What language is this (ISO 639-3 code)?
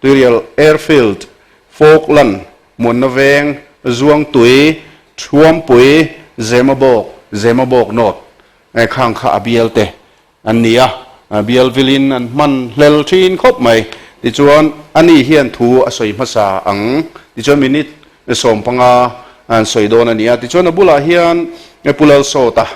lus